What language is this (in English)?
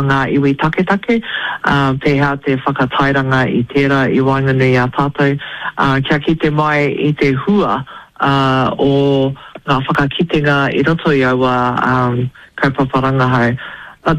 Māori